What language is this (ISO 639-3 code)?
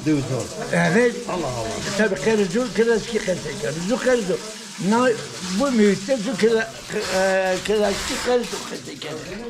zza